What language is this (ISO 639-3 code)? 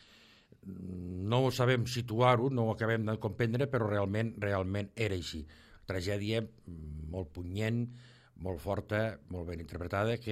cat